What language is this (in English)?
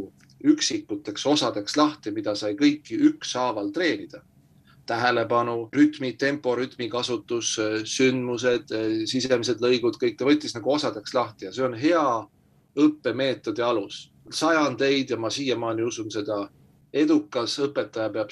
Estonian